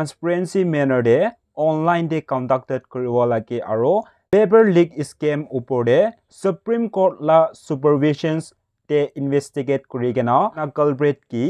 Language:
Naga Pidgin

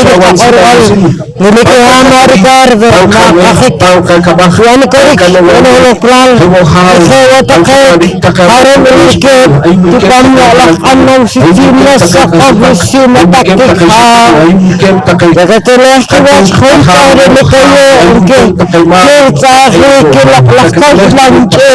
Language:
Poqomchi'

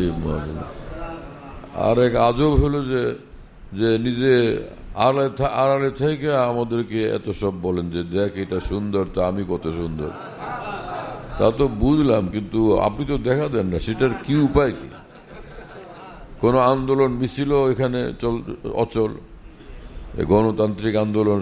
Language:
Bangla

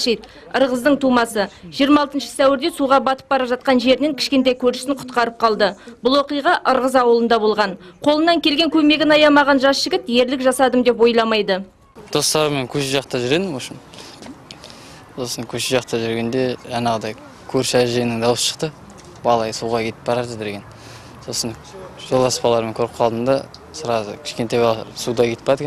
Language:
Kazakh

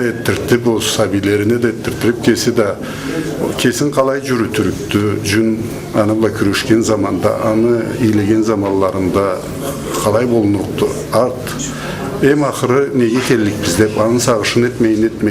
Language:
Karachay-Balkar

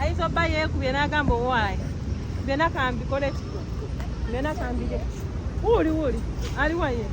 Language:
Ganda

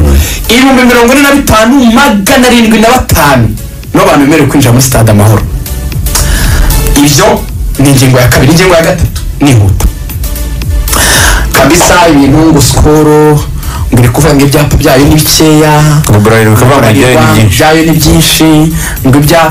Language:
Kinyarwanda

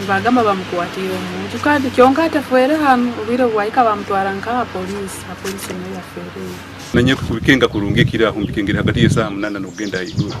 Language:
Nyankole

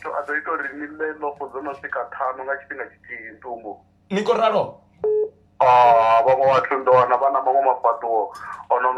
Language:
Venda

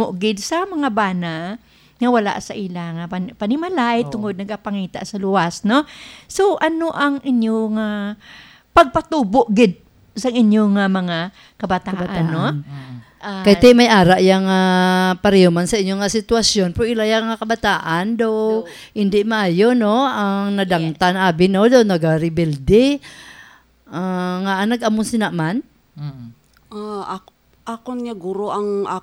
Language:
Hiligaynon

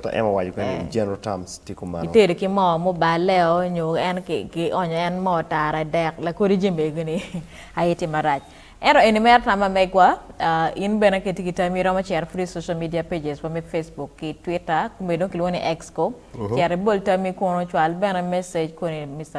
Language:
Acoli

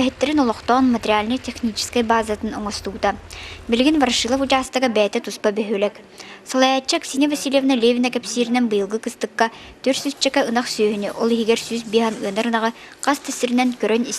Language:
Yakut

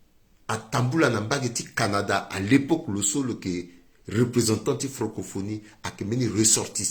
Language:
Sango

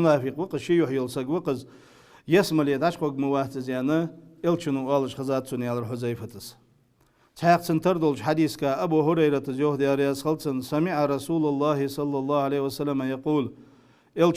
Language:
Ingush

